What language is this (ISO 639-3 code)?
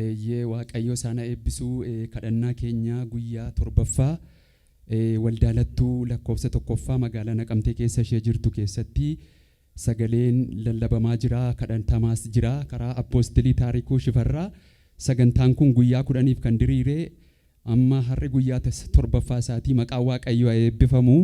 orm